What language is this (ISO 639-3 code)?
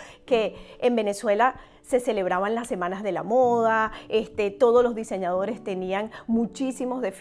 spa